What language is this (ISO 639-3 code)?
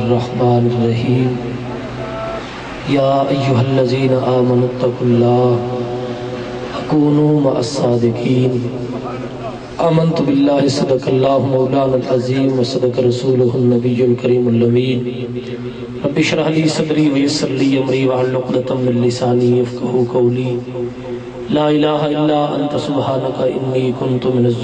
urd